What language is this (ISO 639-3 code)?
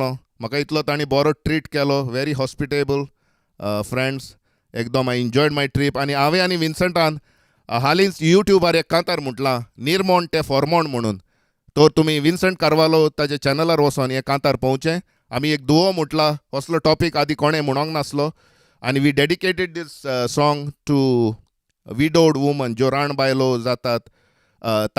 kok